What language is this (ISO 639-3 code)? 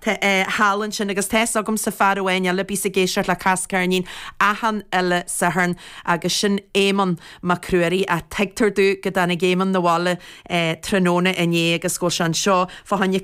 gle